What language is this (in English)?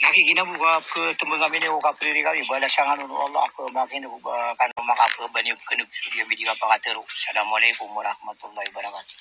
Maranao